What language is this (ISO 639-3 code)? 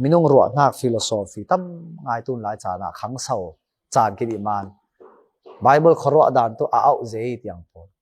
cfm